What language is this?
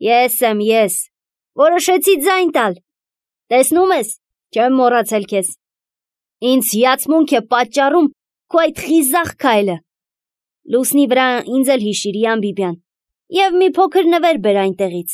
Armenian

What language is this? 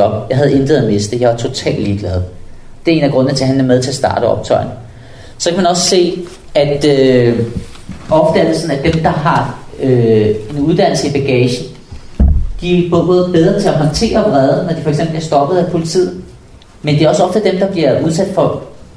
Danish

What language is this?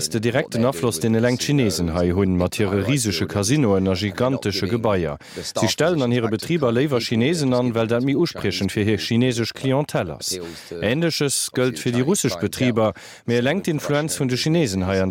Luxembourgish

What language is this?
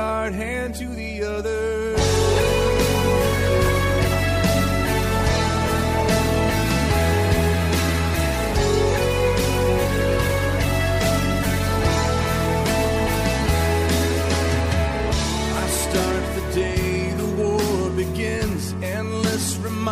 Estonian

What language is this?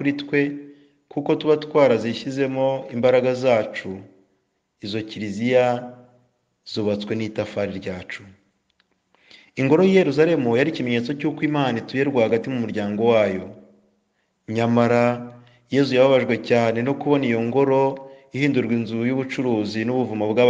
Kinyarwanda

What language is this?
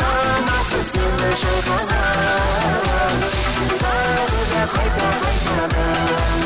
Kara-Kalpak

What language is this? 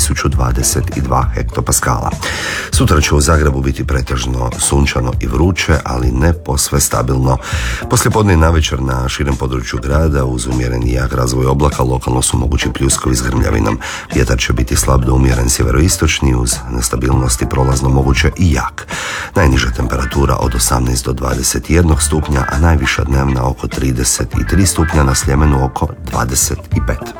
Croatian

